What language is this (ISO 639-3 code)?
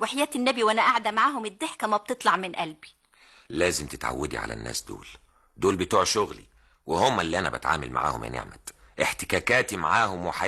arz